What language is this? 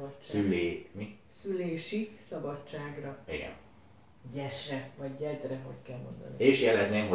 Hungarian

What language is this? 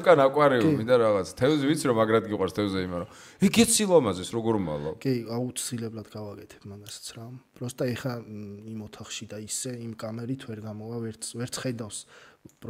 Georgian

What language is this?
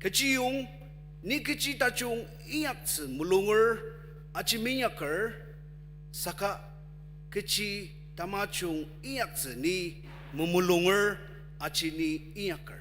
Ao Naga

